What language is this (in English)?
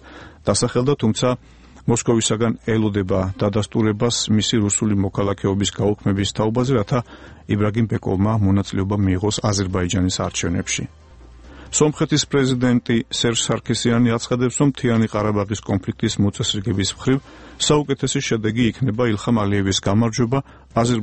Georgian